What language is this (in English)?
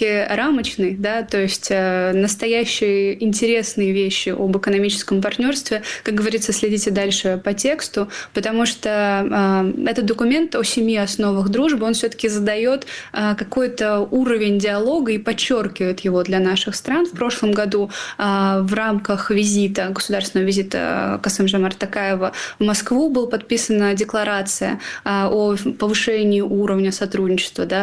Russian